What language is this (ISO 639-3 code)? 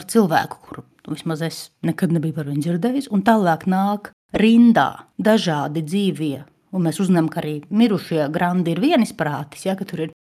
lav